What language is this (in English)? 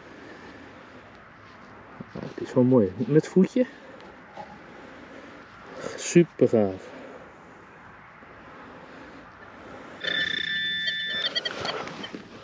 Dutch